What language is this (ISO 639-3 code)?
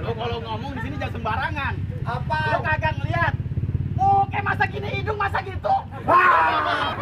bew